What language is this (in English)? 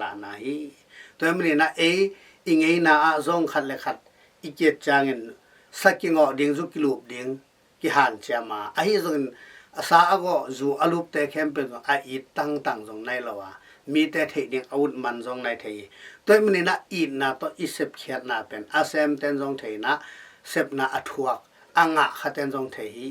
Tedim Chin